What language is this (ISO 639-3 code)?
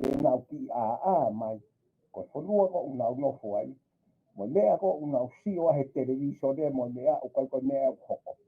ton